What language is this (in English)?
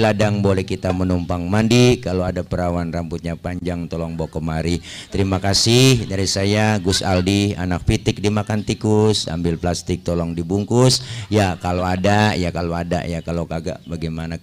Betawi